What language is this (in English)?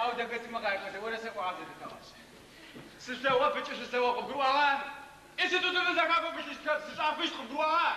Adyghe